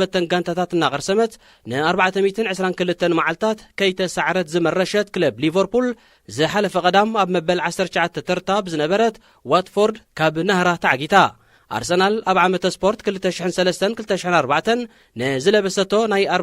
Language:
Tigrinya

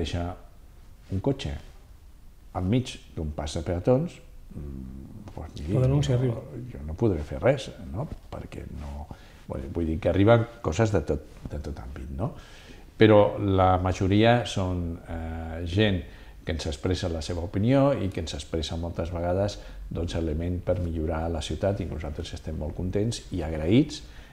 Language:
Catalan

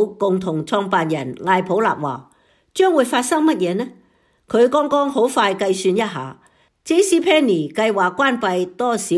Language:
Cantonese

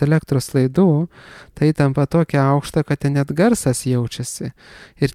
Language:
Lithuanian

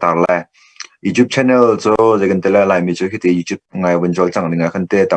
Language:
Hakha Chin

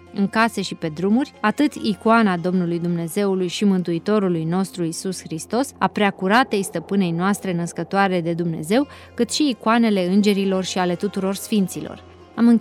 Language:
Romanian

